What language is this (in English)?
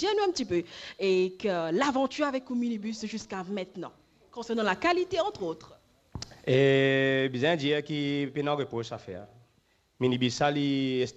Morisyen